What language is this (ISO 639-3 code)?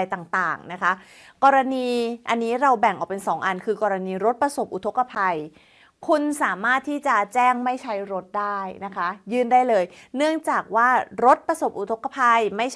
tha